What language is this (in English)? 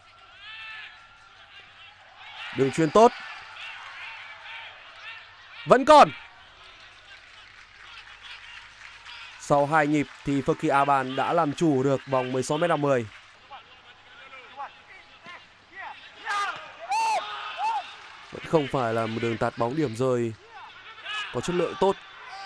Vietnamese